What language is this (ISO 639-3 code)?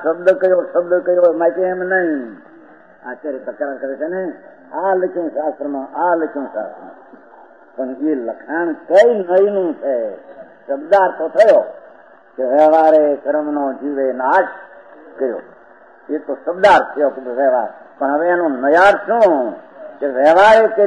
guj